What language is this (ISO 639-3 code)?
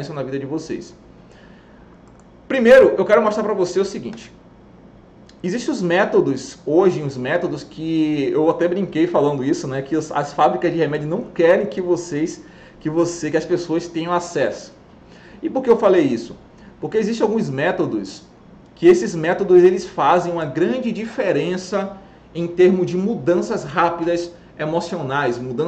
por